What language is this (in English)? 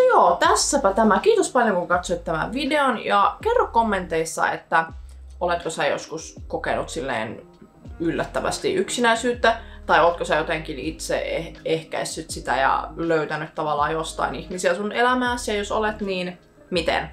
Finnish